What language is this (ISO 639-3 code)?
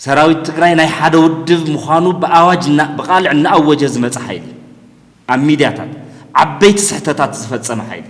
tir